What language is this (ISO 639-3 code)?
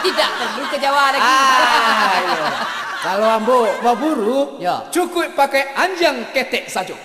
min